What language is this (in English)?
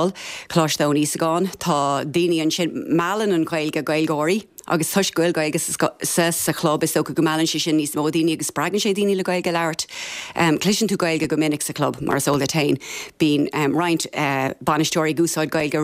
Irish